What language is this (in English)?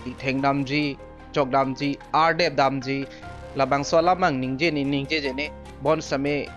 Karbi